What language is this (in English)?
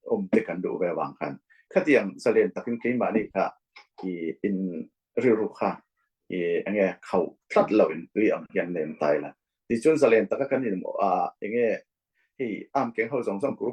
Falam Chin